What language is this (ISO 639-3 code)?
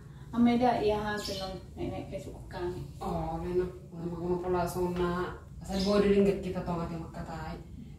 bbc